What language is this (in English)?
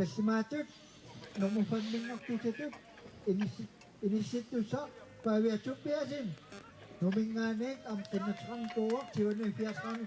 Kalaallisut